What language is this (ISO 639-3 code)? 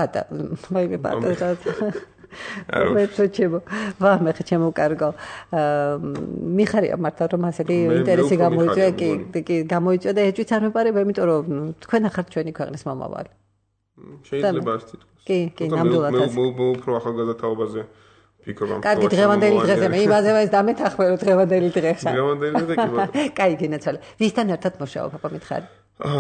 kat